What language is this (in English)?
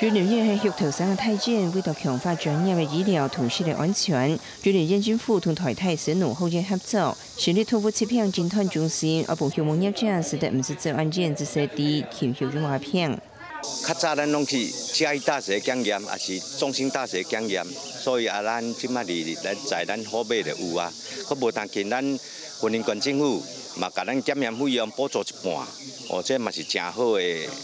Hakka Chinese